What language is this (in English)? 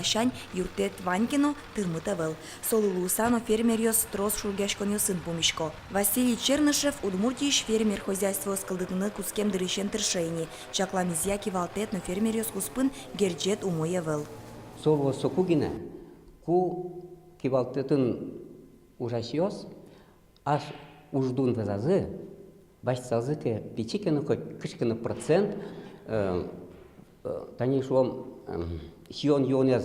Udmurt